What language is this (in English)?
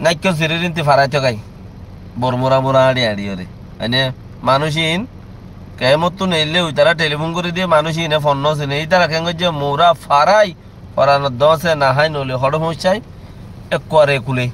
Rohingya